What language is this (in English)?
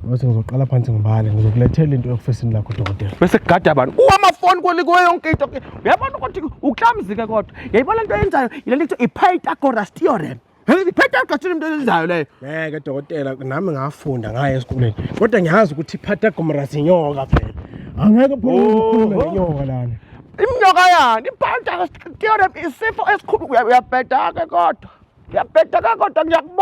Zulu